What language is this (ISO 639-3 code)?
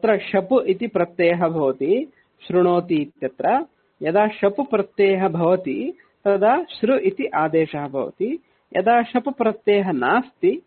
san